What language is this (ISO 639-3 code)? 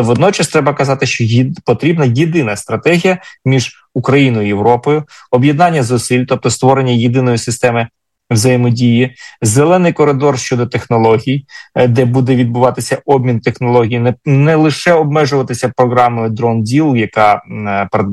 ukr